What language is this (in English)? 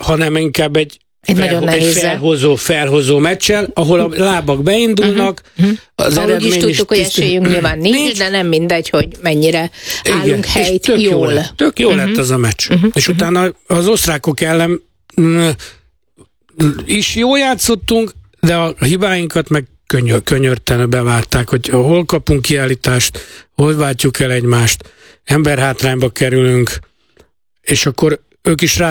Hungarian